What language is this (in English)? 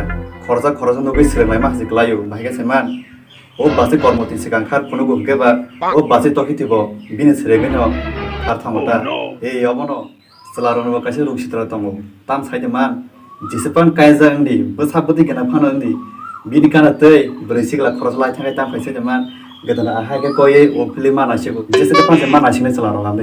Kok Borok